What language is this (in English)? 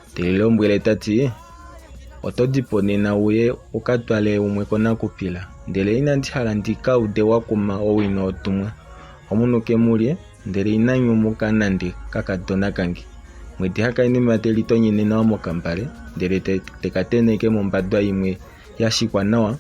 Kuanyama